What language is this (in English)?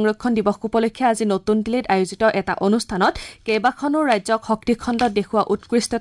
Assamese